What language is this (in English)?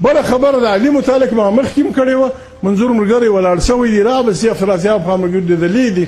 Pashto